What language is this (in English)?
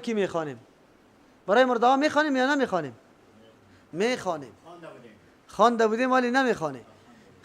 Persian